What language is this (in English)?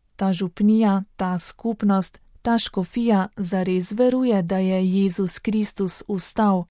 Slovenian